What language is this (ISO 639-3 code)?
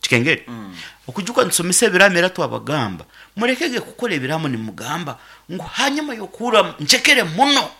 nyn